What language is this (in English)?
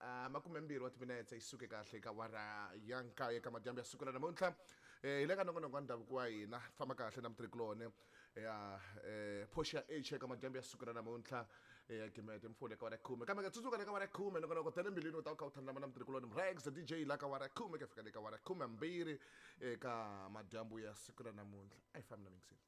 Tsonga